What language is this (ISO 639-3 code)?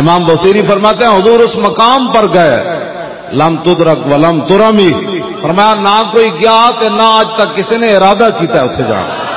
lah